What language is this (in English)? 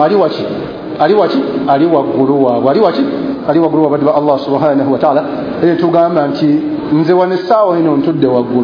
Ganda